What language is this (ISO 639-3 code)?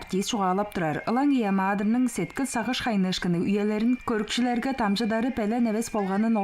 tyv